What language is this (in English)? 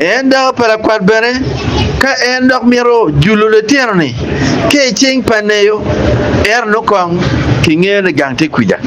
Acoli